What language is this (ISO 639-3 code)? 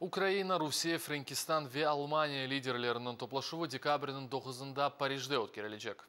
crh